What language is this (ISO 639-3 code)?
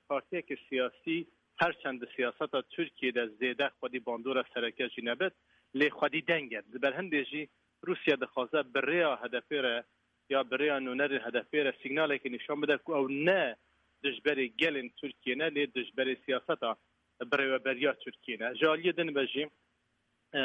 kur